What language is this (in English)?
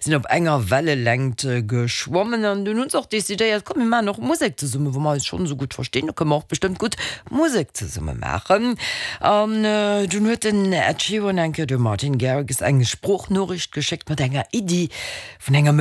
Luxembourgish